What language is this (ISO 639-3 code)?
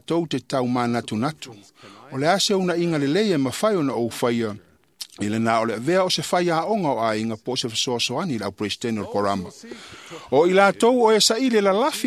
smo